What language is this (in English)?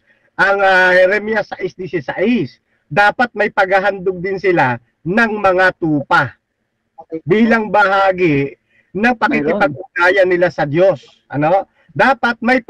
Filipino